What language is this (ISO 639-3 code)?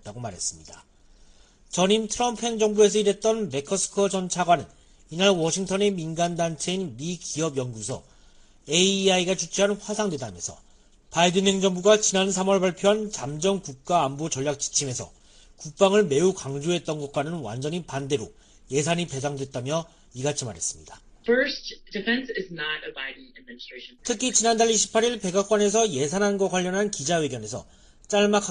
kor